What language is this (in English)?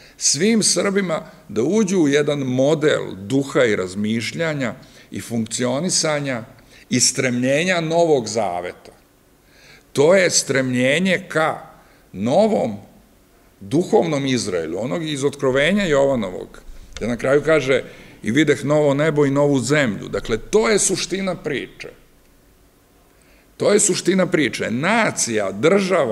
Serbian